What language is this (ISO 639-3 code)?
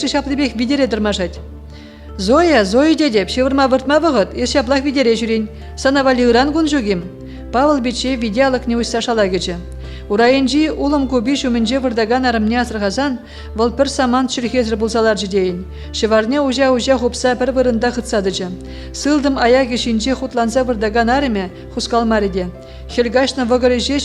chv